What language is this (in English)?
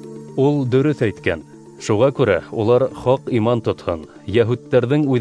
Bashkir